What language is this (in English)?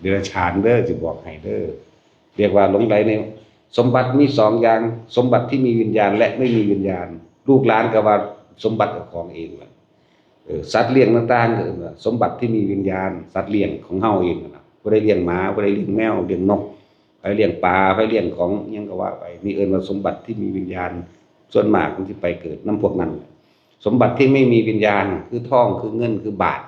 Northeastern Thai